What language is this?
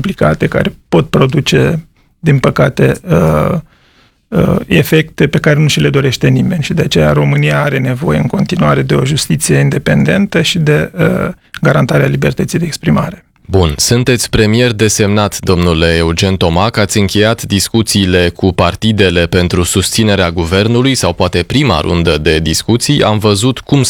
Romanian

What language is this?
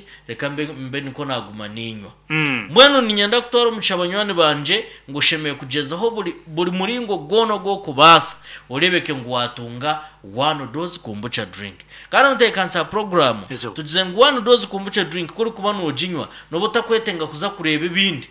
Nyankole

